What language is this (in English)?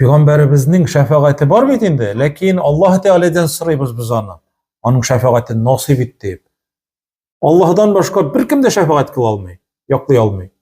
Tatar